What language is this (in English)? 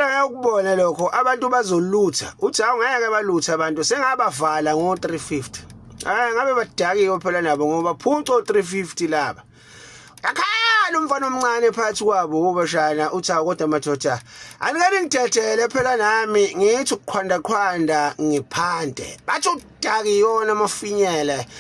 Zulu